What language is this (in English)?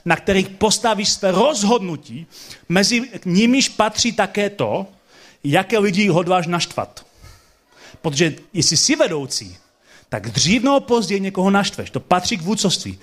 Czech